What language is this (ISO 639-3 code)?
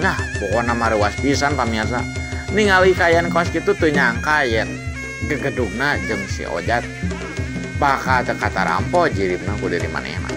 sun